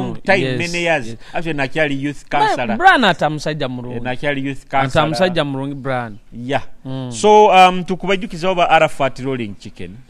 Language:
Nyoro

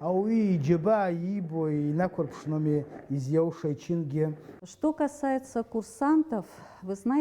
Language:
Abkhazian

